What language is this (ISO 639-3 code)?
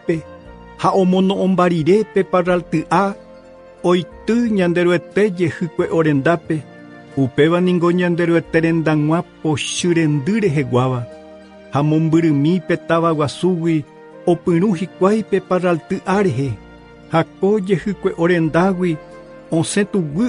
grn